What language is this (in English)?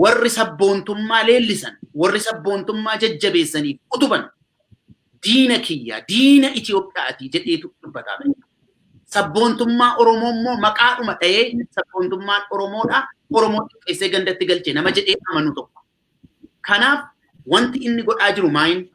Oromo